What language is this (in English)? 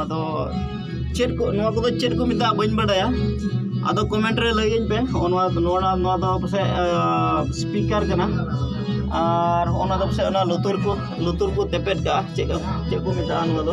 Santali